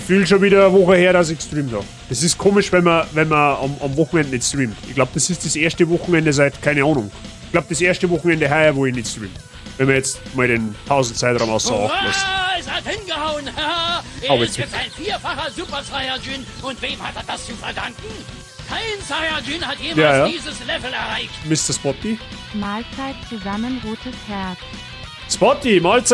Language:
Bavarian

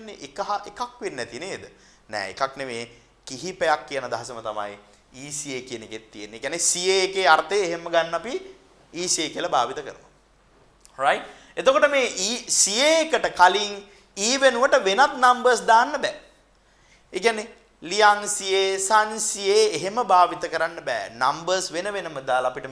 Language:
Sinhala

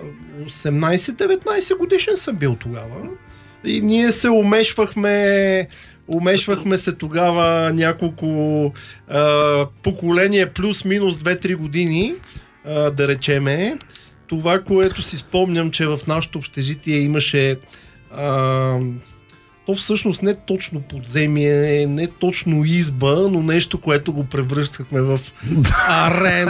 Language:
Bulgarian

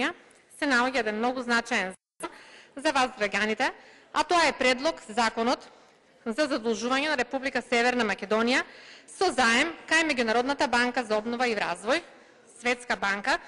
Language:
Macedonian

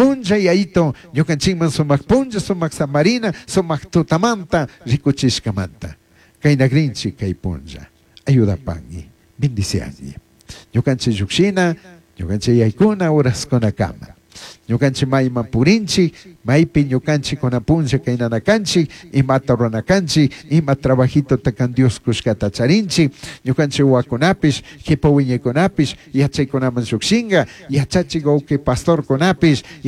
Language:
Chimborazo Highland Quichua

